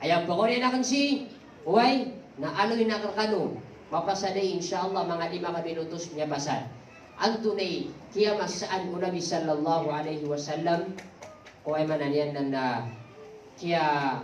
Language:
Maranao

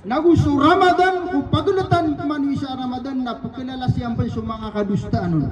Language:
Maranao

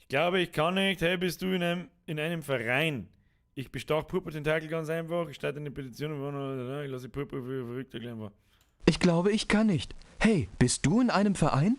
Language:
Bavarian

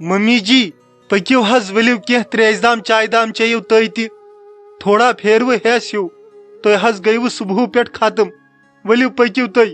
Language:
Kashmiri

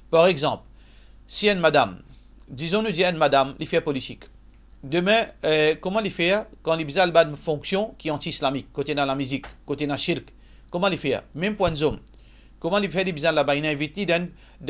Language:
Morisyen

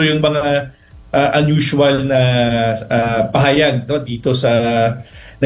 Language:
Filipino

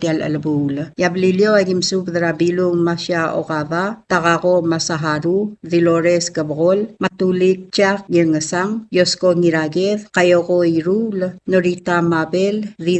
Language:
Palauan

